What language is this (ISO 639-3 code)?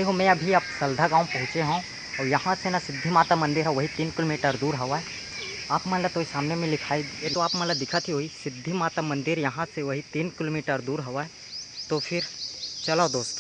hne